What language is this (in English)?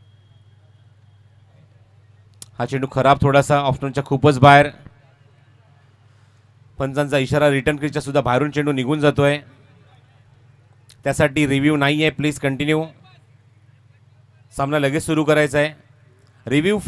Marathi